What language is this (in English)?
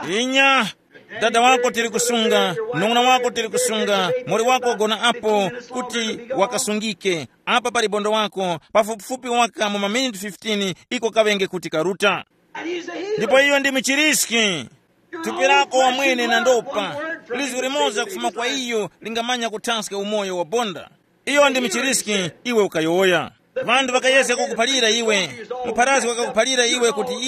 Tumbuka